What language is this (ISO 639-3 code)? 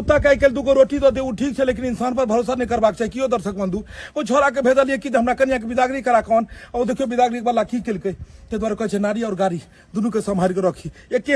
mai